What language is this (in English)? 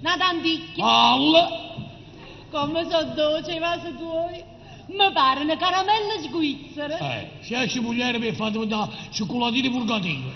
Neapolitan